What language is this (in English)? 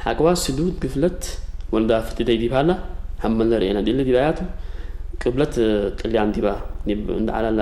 Tigre